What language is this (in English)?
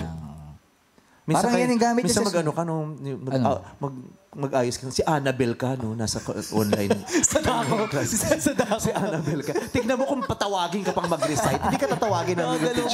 Filipino